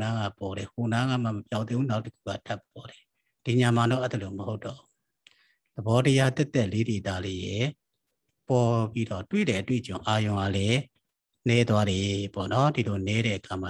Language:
Burmese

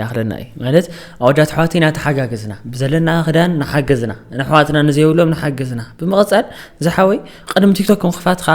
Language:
Tigrinya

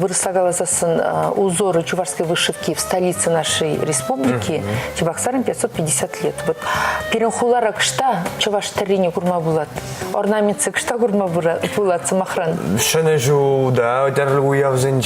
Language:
Chuvash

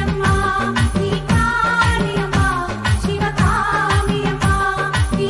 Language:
Malayalam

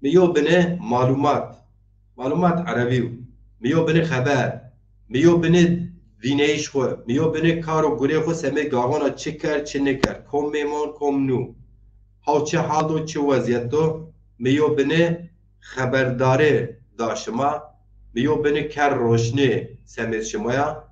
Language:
Zaza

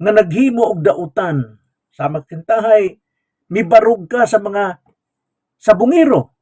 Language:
Cebuano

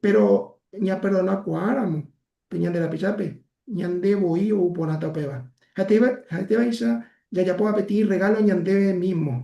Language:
Guarani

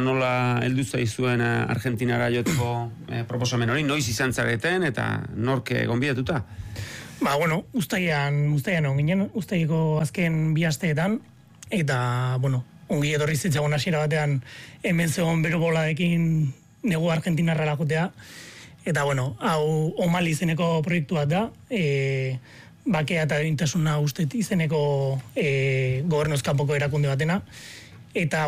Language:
Basque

